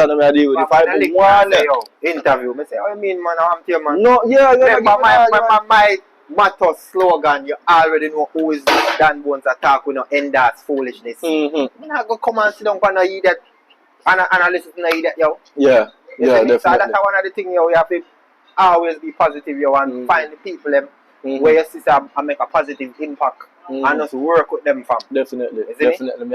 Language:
Jamaican Creole English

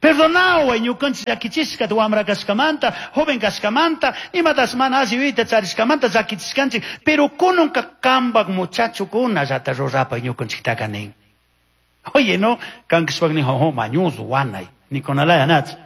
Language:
Chimborazo Highland Quichua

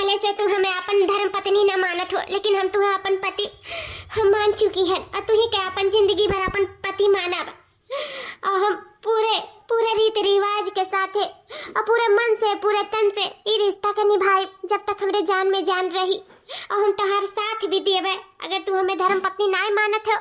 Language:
Awadhi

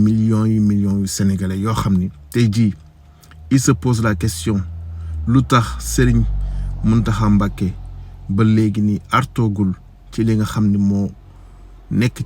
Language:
Wolof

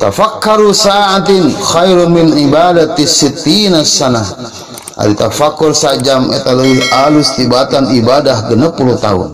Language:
Sundanese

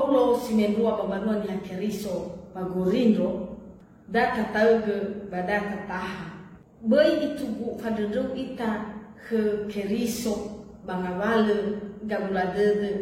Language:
Nias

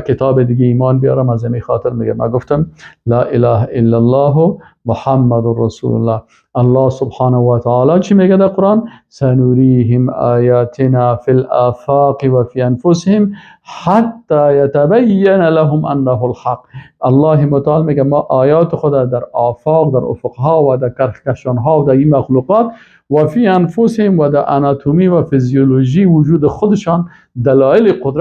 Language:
Persian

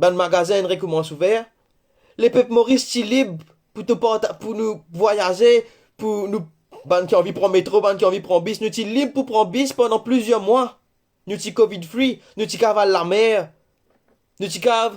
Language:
Morisyen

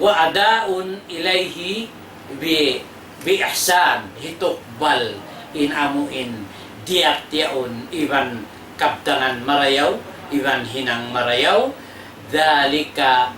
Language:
Tausug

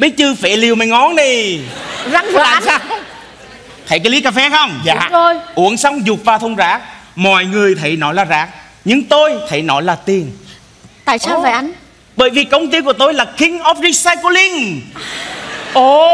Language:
Vietnamese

